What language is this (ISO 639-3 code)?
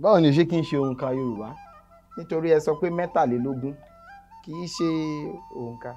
yor